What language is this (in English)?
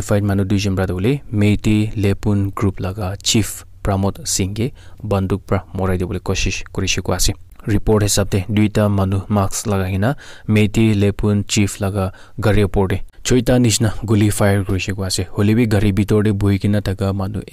Naga Pidgin